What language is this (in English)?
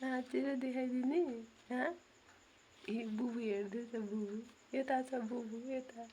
Nepali